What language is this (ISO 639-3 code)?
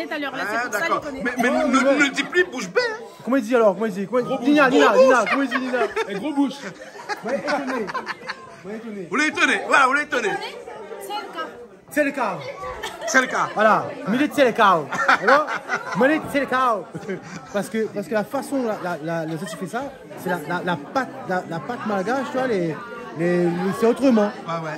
rcf